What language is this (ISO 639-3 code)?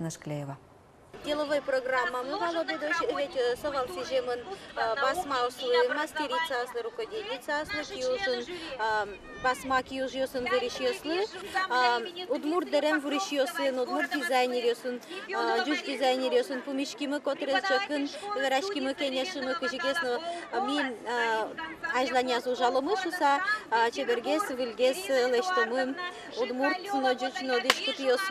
udm